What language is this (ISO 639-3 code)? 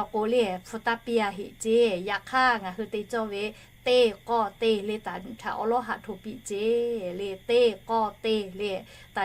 lhu